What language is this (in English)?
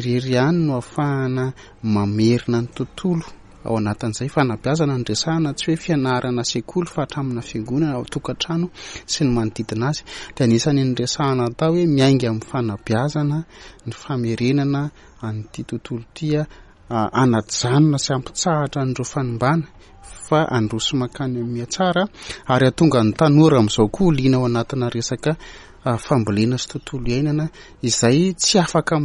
Malagasy